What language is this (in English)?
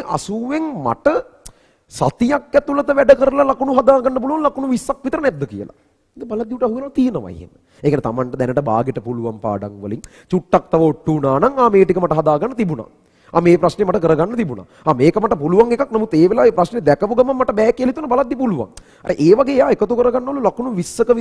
Sinhala